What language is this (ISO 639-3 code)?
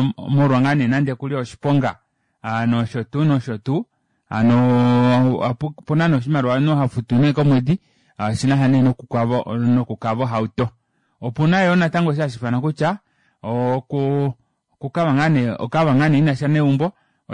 kua